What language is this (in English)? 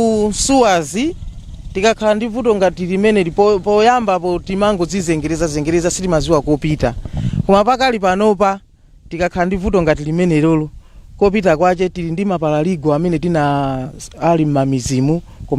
Nyanja